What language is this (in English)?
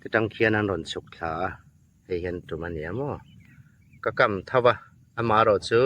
Hmar